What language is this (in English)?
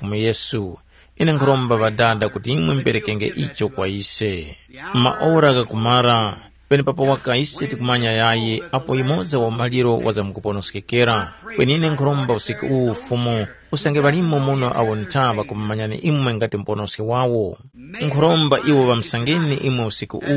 Tumbuka